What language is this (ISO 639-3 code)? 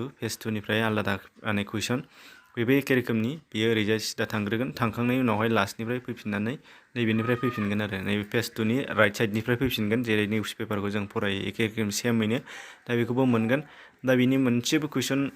brx